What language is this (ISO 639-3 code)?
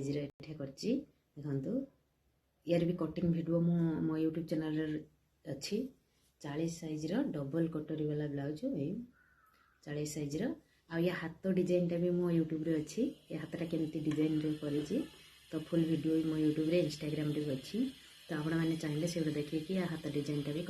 ori